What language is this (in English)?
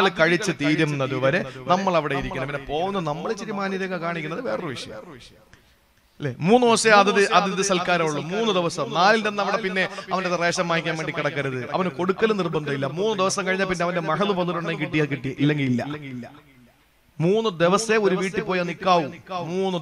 Malayalam